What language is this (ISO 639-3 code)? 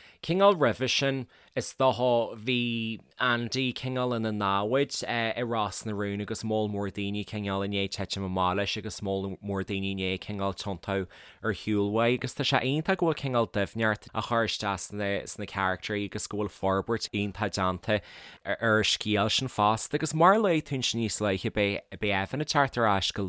gle